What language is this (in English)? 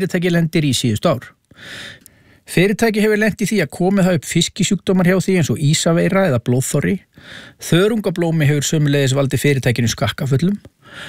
Icelandic